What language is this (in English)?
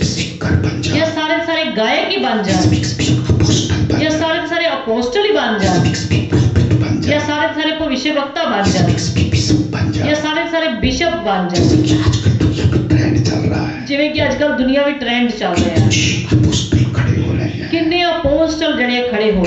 Punjabi